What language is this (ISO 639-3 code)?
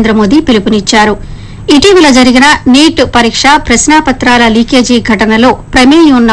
tel